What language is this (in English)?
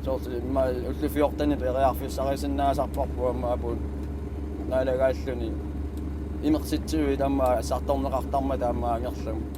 Kalaallisut